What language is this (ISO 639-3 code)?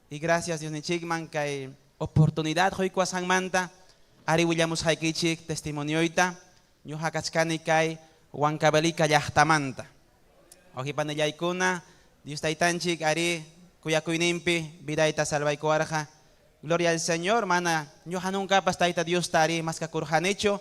quy